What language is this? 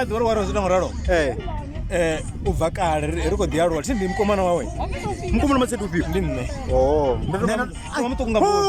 Venda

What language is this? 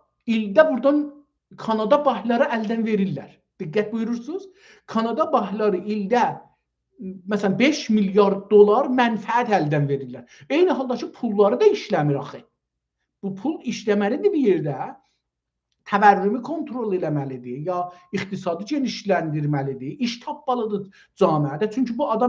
South Azerbaijani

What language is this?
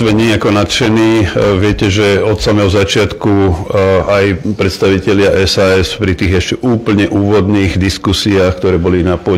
Slovak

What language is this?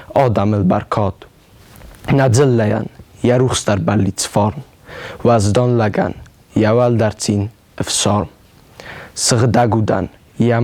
Ossetic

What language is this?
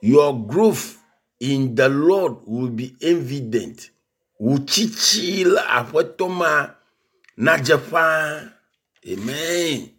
Ewe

